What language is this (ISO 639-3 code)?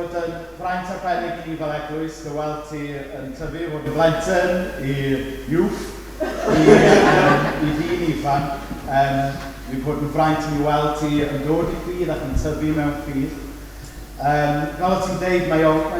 cym